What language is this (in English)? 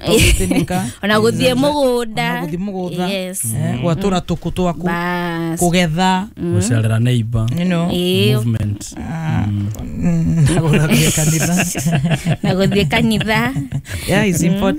Kikuyu